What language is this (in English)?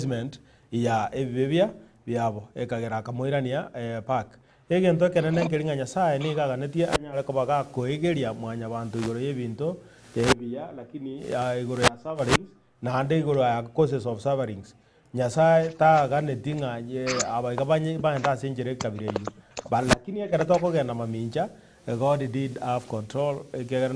Gusii